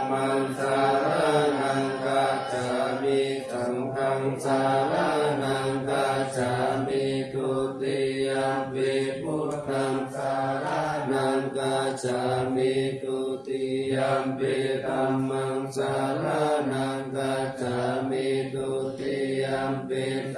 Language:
Pali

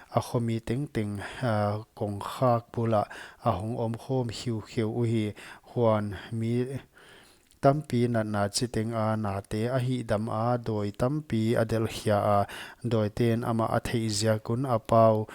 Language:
Paite Chin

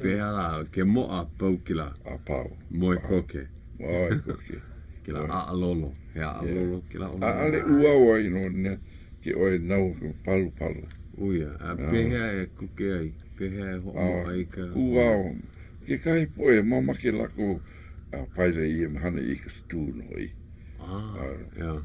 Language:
Hawaiian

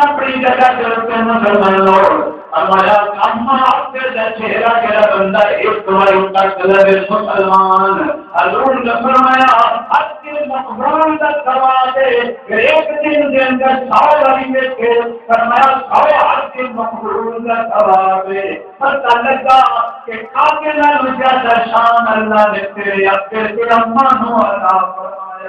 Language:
Saraiki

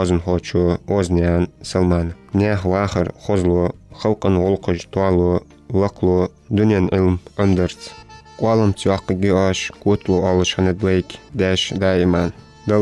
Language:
Ingush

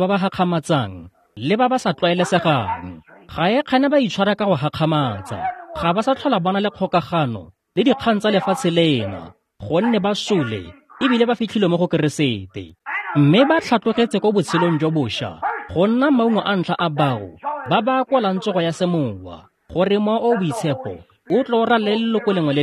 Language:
Tswana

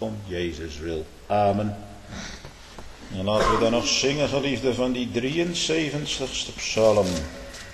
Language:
Dutch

